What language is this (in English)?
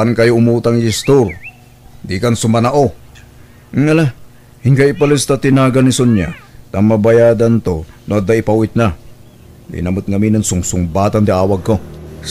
Iloko